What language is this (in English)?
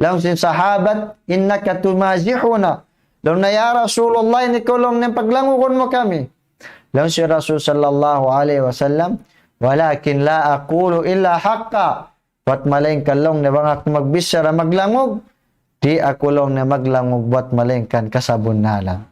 Tausug